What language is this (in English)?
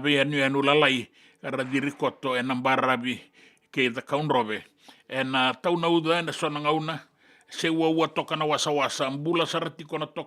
Fijian